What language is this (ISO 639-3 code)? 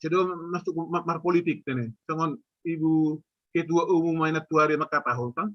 bts